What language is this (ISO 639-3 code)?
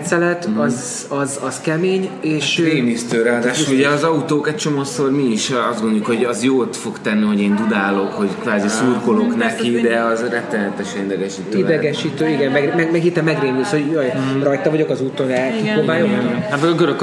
hun